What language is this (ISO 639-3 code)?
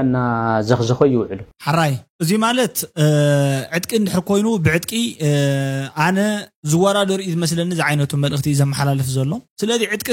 tir